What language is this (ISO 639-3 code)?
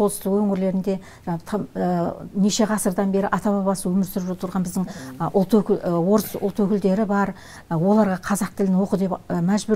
kaz